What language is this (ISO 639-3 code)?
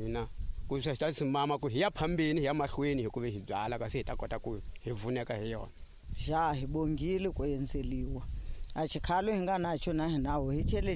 tso